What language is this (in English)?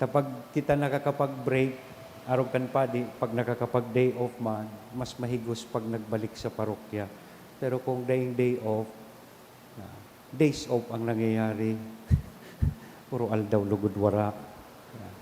Bikol